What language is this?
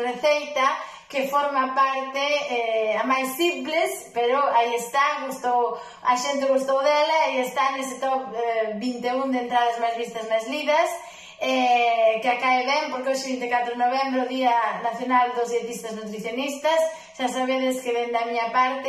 Galician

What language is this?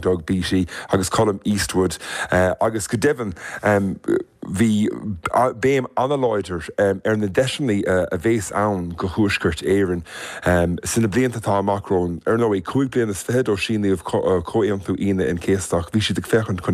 Irish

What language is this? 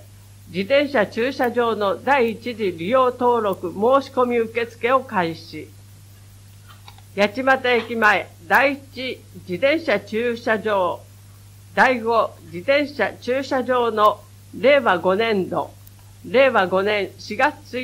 Japanese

